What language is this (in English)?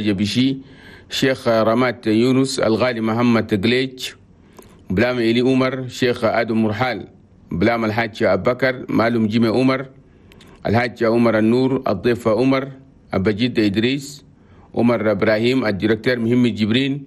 Chadian Arabic